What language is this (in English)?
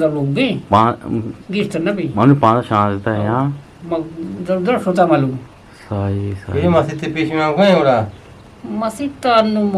Eastern Balochi